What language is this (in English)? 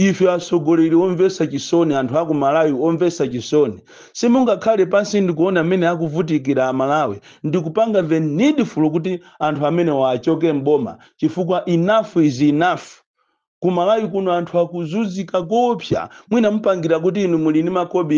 Nyanja